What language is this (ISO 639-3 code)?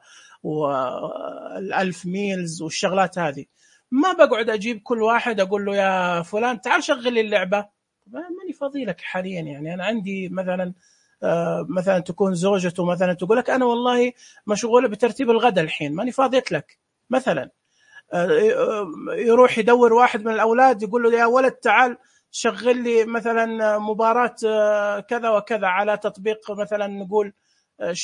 ars